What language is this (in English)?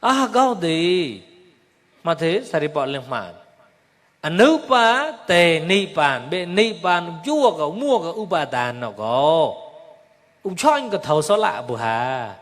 Mon